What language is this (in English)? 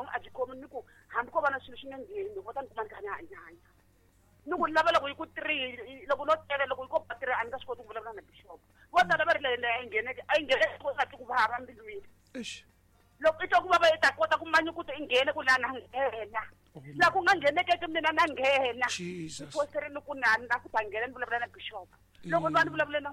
Tsonga